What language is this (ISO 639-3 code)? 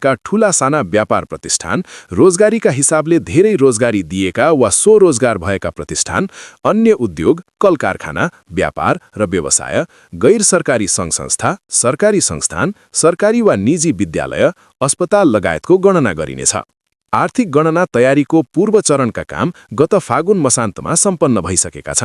nep